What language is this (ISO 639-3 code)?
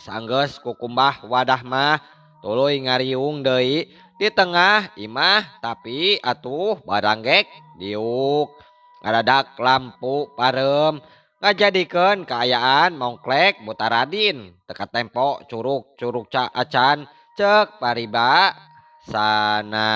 sun